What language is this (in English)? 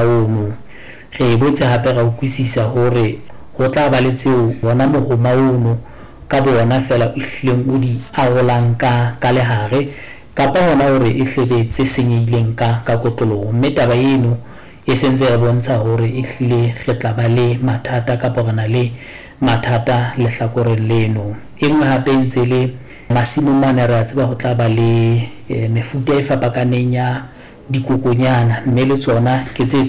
Southern Sotho